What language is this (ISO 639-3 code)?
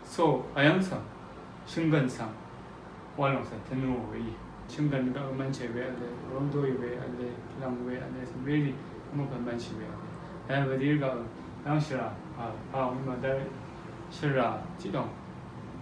raw